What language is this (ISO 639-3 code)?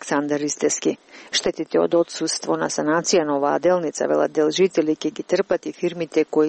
mkd